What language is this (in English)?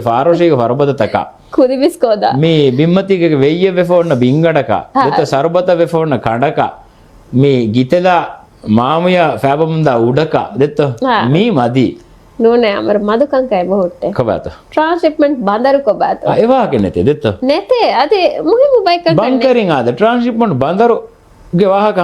Divehi